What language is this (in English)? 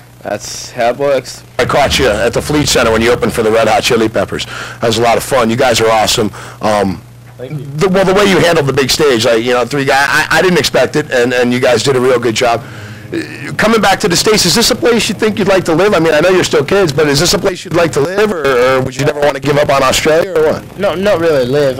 English